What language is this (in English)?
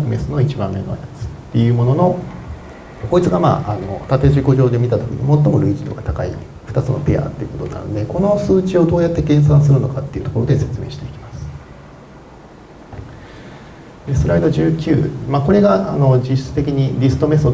Japanese